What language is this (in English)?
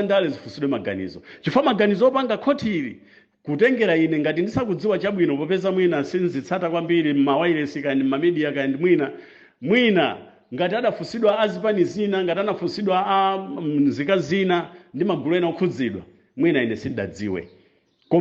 Nyanja